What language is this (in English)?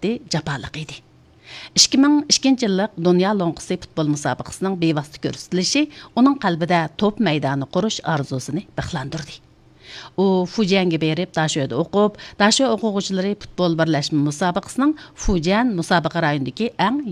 Uyghur